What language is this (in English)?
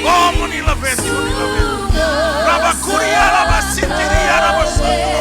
Fijian